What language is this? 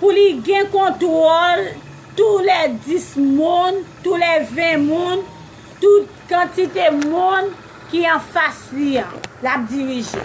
Haitian Creole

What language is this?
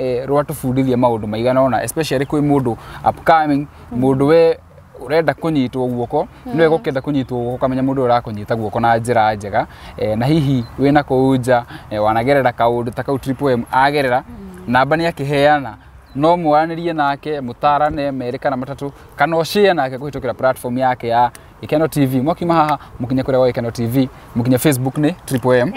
Kikuyu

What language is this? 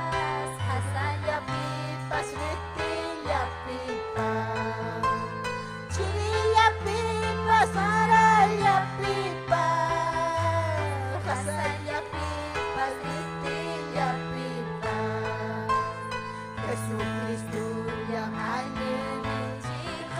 Ayacucho Quechua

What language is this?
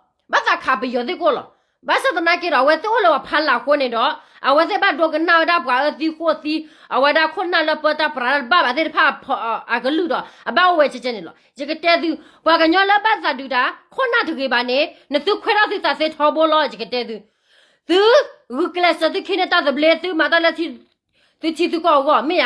S'gaw Karen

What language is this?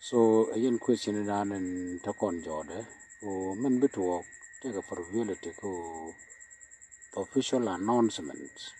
Nuer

